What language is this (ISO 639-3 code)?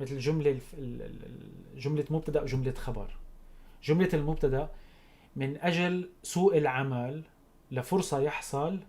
apc